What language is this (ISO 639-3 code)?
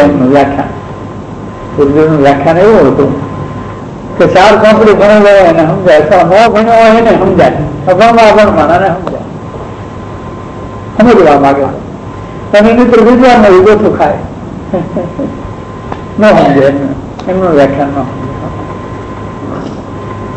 guj